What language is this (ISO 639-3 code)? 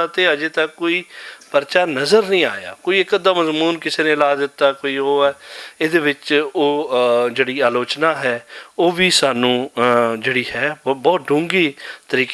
lah